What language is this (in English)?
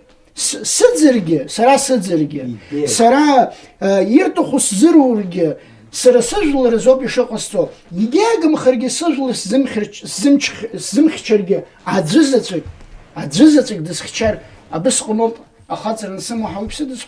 Abkhazian